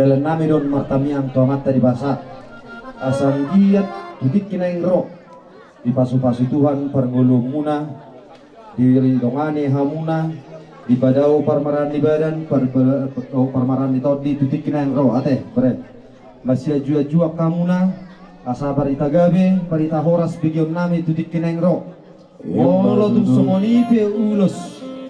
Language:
Batak Toba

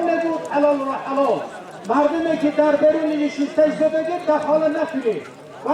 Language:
Tajik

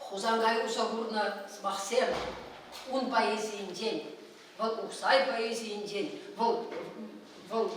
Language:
Chuvash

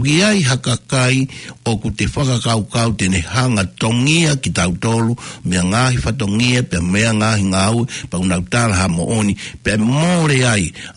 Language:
Tongan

